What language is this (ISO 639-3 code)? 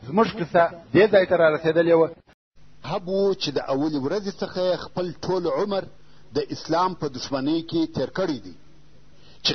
pus